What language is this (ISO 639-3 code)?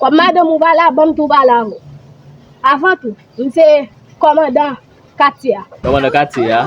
hat